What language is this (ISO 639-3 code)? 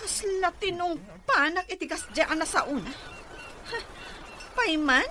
ilo